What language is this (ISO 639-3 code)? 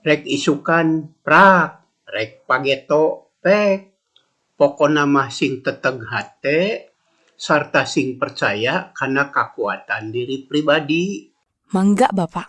sun